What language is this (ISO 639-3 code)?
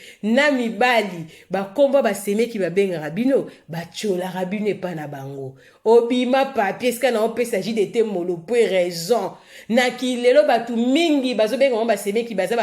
lin